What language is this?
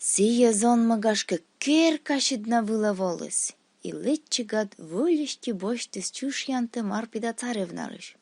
Komi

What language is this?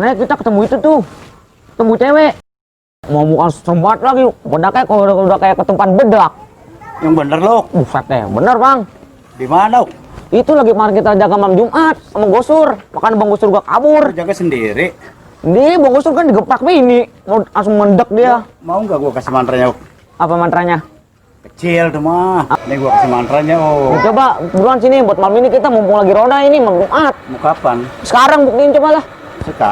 Betawi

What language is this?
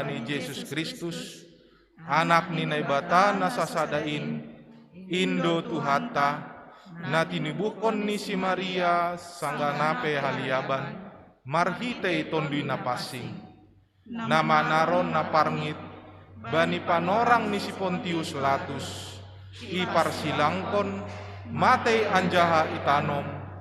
Batak Simalungun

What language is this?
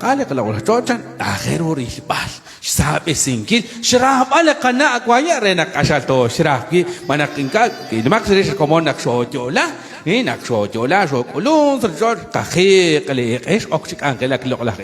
Kekchí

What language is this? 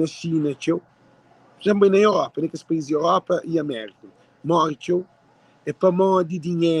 Kabuverdianu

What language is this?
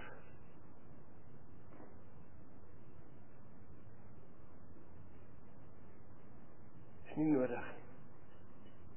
Afrikaans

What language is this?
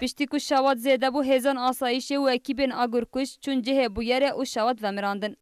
Kurdish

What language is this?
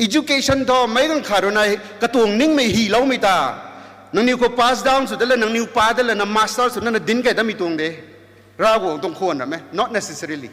Rongmei Naga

